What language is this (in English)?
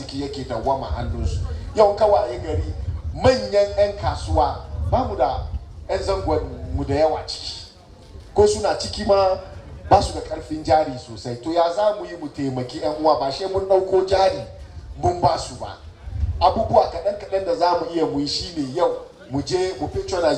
Hausa